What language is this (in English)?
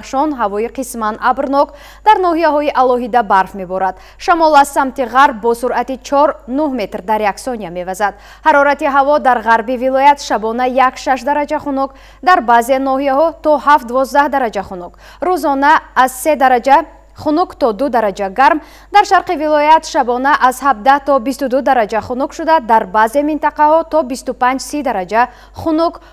Tajik